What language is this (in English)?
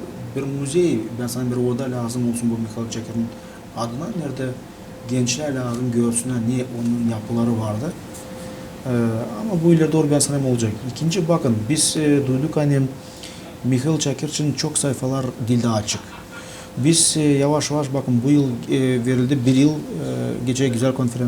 Gagauz